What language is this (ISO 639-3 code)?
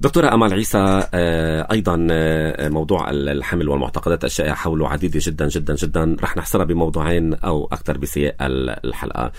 apc